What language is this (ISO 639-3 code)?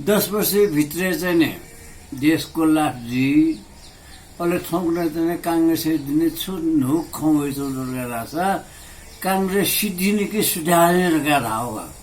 new